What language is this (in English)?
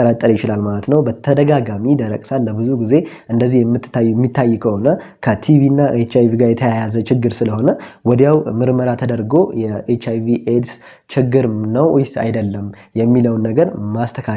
Amharic